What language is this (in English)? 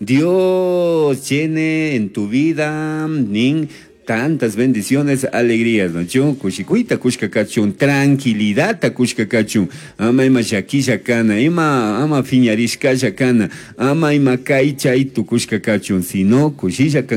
Chimborazo Highland Quichua